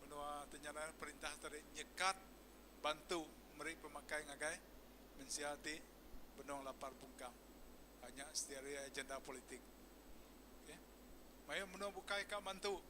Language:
Iban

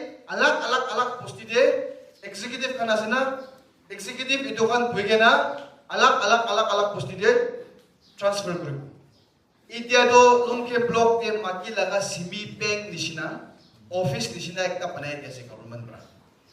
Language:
Naga Pidgin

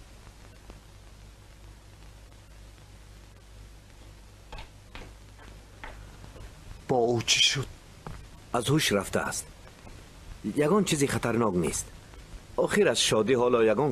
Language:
Persian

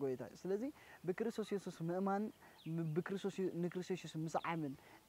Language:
Tigrinya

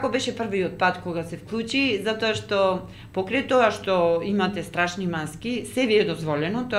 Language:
Macedonian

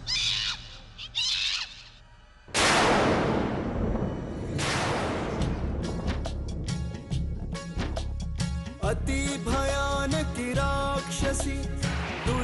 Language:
Odia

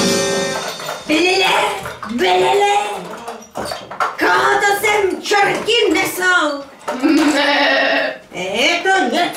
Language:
Czech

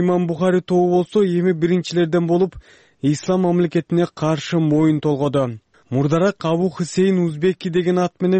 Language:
Kyrgyz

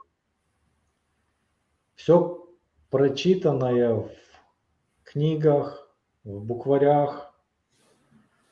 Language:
Russian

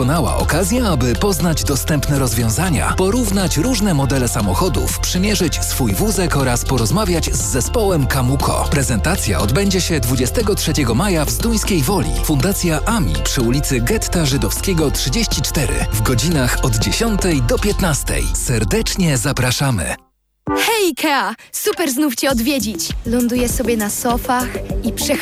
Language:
Polish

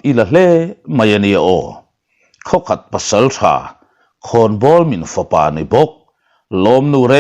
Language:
Mizo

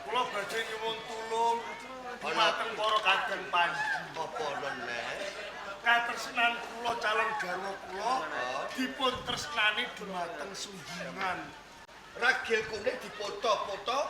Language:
Javanese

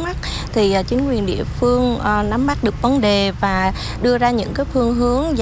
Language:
Vietnamese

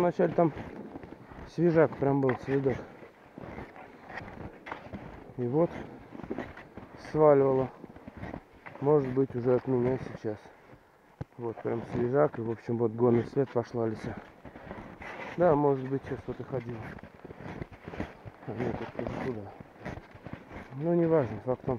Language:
Russian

